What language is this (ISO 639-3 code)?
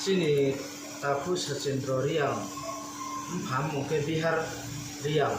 ria